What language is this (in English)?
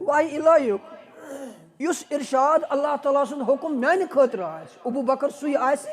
Kashmiri